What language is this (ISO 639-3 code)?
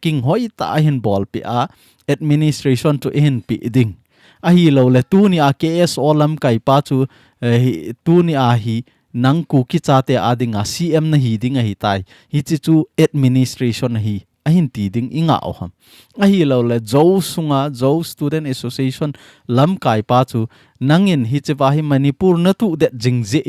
tcz